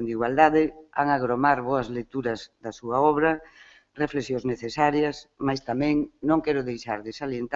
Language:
Galician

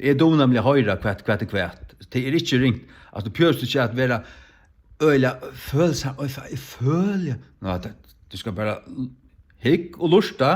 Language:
Faroese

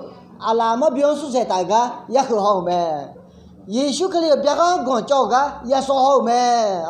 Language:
Akha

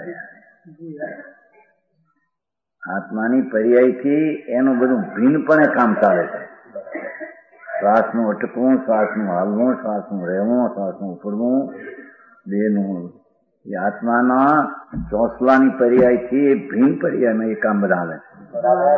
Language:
Gujarati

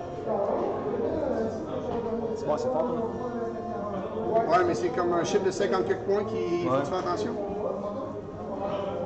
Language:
French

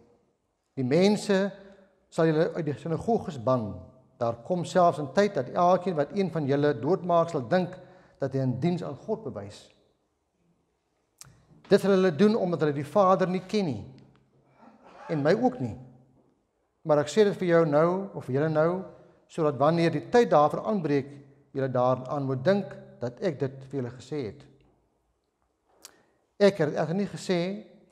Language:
Afrikaans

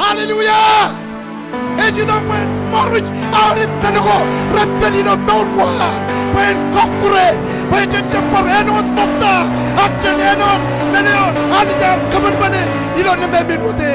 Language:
Marshallese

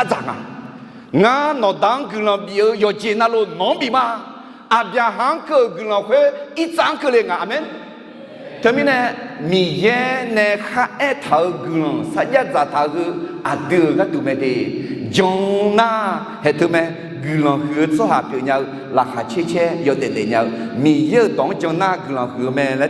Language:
Akha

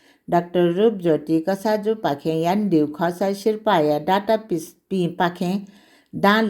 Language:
Newari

